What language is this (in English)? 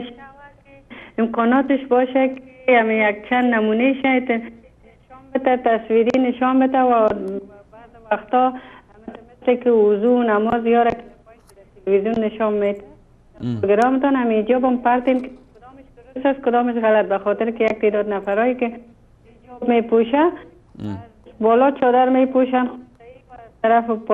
Persian